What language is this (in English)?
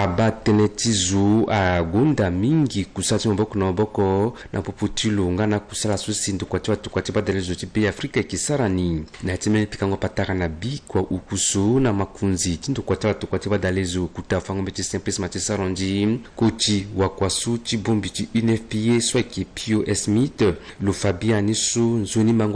Sango